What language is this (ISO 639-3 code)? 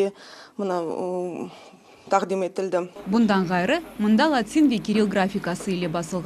crh